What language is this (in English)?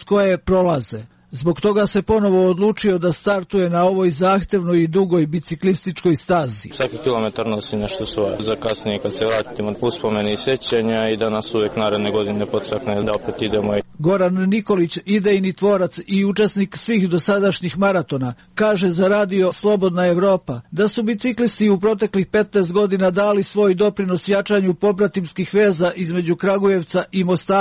Serbian